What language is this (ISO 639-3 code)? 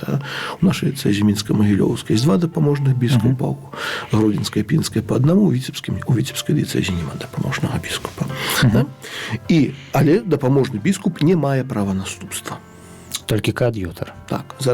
bel